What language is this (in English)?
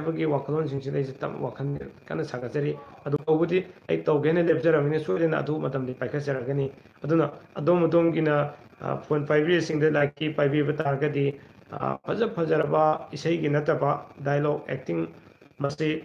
Manipuri